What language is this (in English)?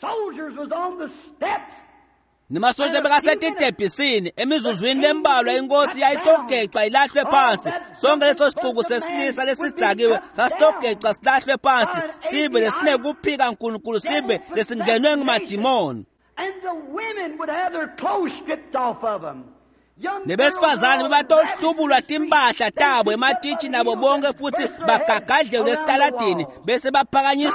Swati